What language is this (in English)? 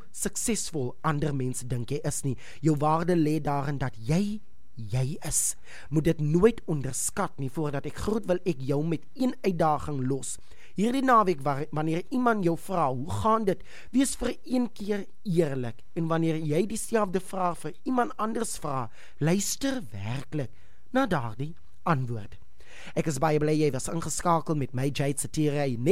Afrikaans